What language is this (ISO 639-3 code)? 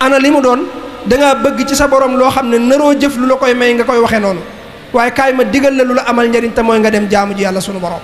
wol